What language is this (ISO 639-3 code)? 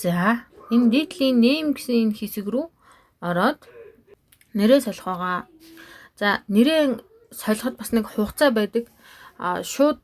mon